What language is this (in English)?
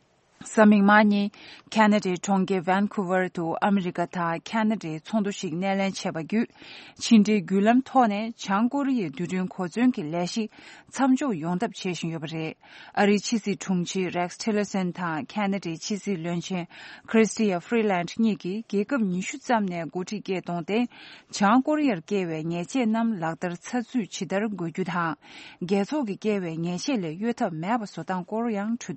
Tibetan